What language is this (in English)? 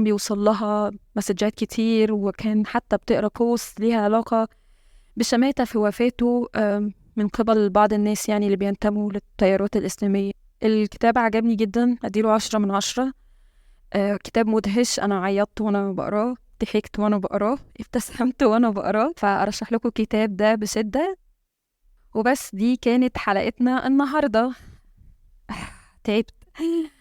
Egyptian Arabic